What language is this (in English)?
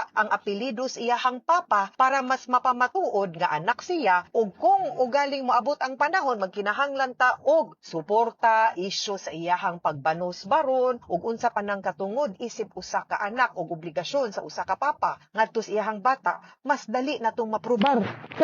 Cebuano